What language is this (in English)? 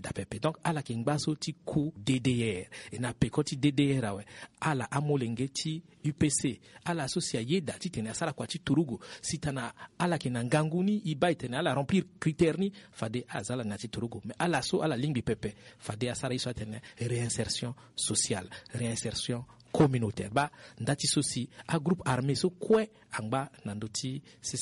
Sango